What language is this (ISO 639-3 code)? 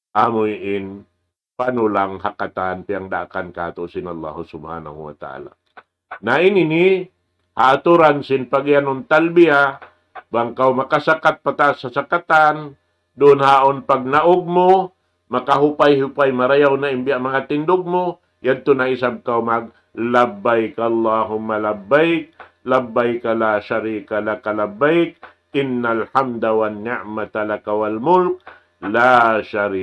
tsg